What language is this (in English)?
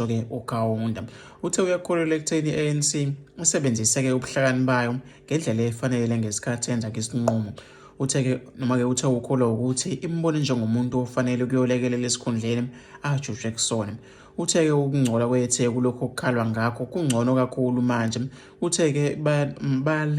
Zulu